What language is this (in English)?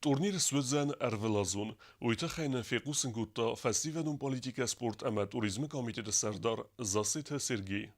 Ossetic